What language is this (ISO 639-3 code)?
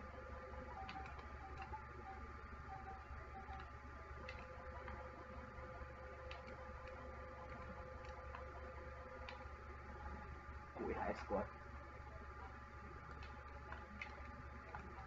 hun